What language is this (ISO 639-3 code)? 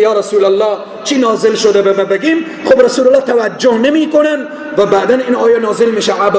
fas